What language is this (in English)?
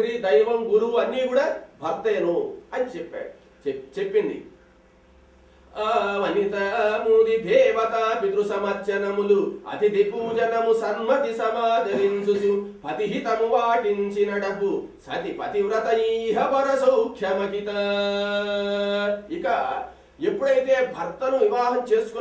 Telugu